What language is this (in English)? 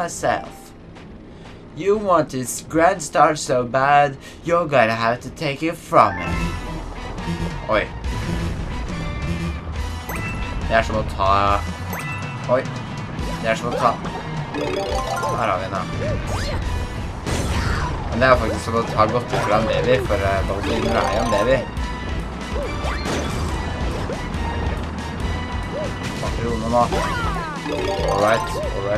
Norwegian